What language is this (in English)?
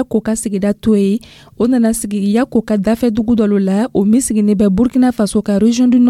Dyula